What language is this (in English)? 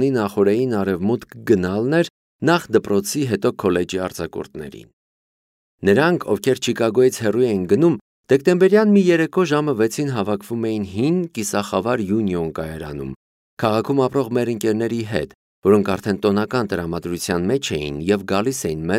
Armenian